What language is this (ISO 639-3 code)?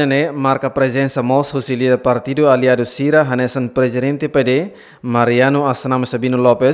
tet